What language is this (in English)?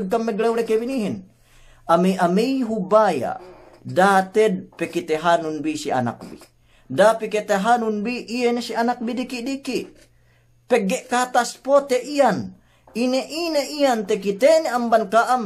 Yakan